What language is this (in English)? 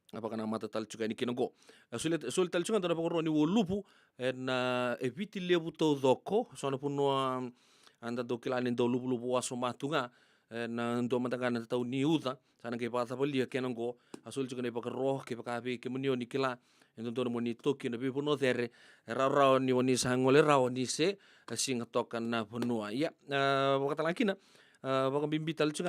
Fijian